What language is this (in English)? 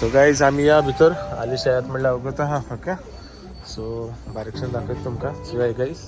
Konkani